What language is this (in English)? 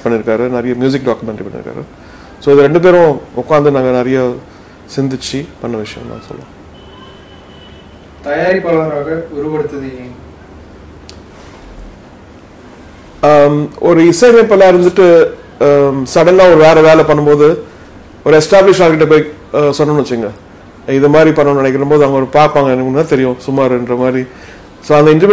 Tamil